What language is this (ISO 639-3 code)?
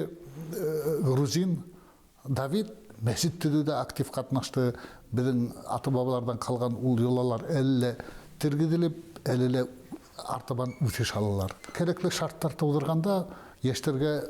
bak